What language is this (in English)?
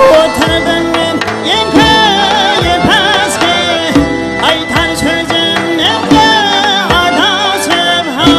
Kara-Kalpak